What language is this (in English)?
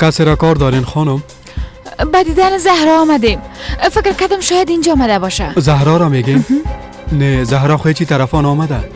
Persian